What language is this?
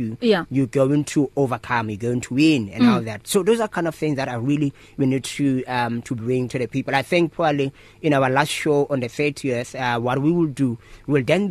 English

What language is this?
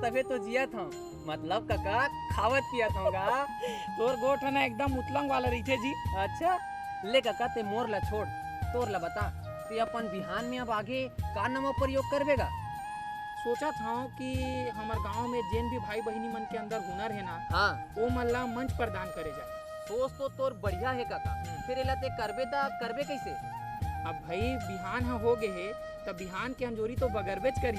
Chhattisgarhi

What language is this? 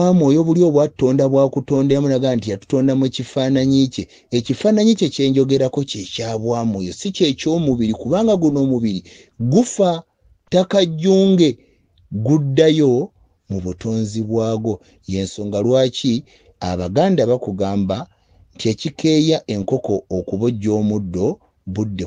Ganda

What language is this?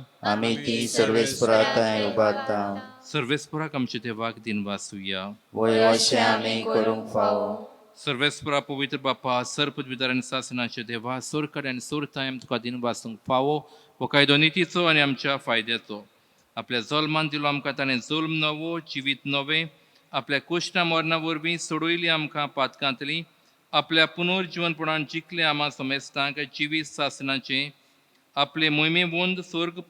Konkani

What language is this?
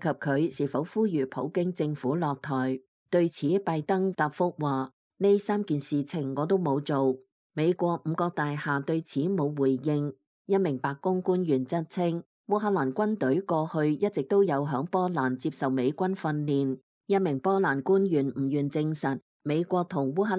Cantonese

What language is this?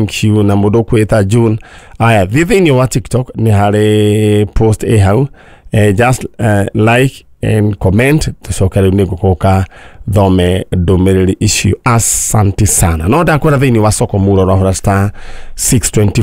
Kikuyu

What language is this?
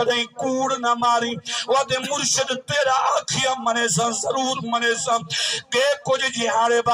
Saraiki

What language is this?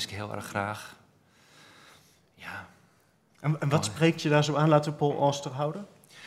Dutch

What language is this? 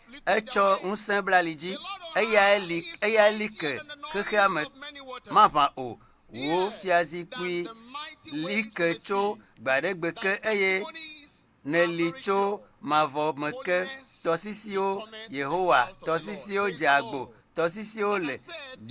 Ewe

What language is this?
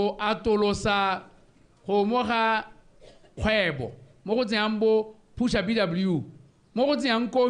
Tswana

